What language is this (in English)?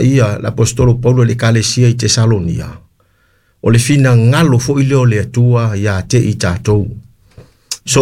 Samoan